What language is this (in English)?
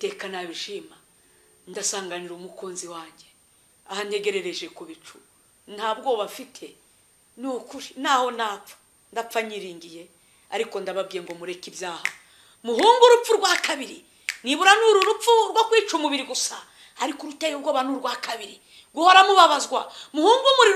Kinyarwanda